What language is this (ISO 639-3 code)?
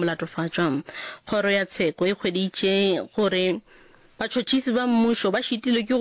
nso